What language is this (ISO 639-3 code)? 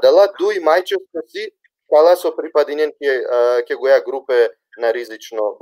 rmn